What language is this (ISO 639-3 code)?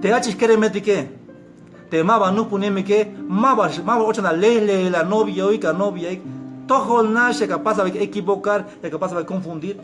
tzh